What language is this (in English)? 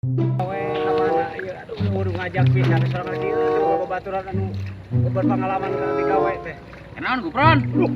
Sundanese